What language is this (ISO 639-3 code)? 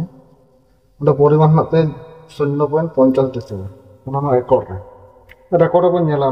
sat